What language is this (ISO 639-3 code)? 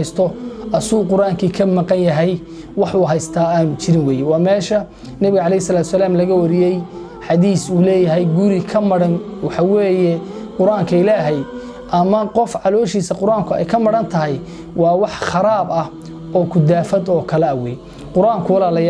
som